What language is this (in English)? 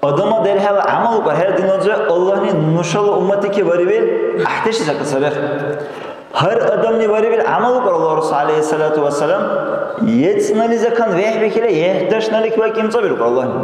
Dargwa